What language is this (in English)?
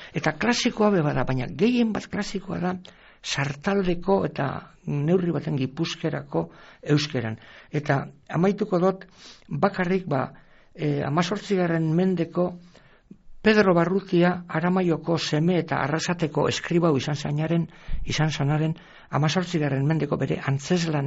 Basque